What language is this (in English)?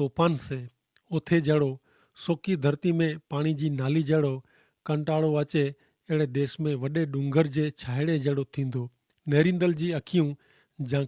Kachhi